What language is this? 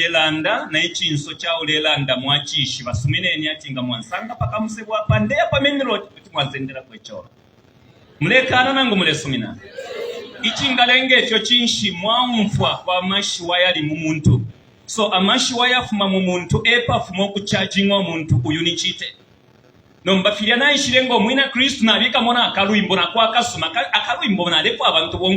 Bemba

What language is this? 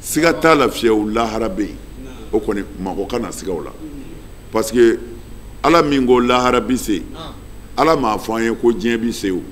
Bambara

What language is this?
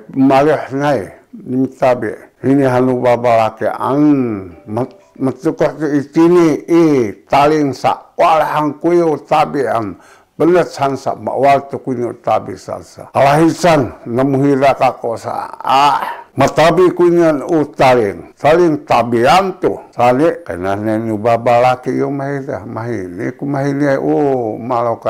Sakizaya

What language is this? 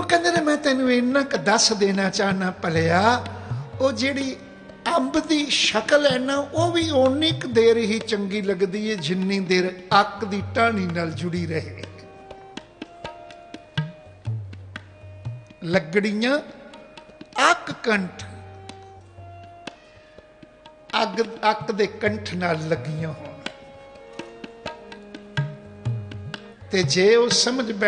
Punjabi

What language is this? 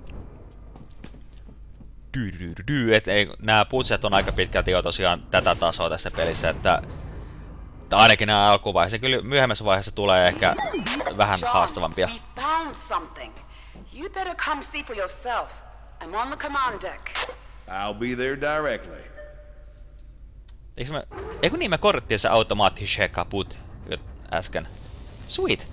Finnish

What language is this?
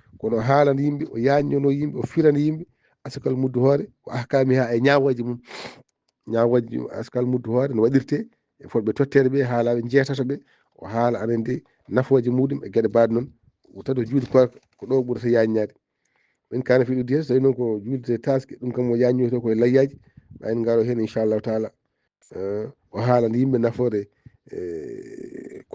Fula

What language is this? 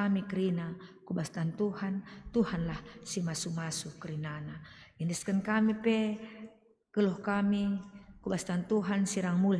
Batak Karo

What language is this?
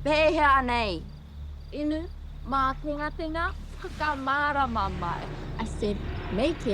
Māori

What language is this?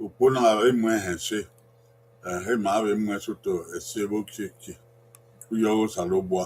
Bini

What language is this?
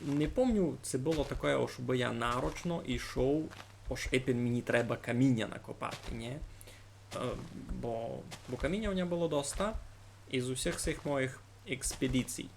Rusyn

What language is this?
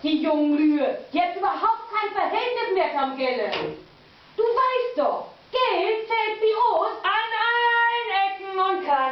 Low German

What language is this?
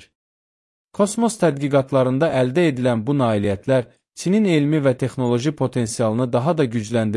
Azerbaijani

